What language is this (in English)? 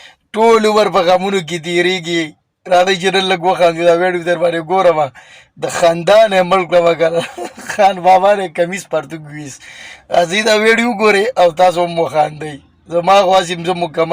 Pashto